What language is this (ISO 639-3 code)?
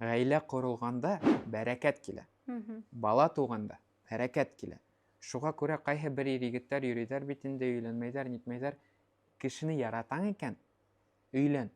bak